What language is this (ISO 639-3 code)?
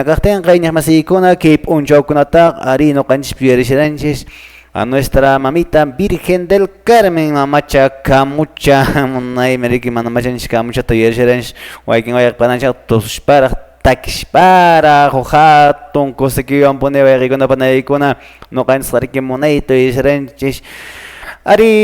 que